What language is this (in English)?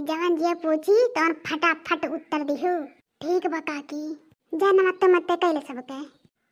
Awadhi